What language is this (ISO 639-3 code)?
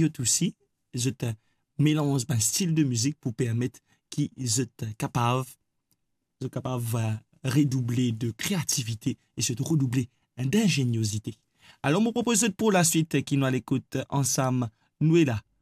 mfe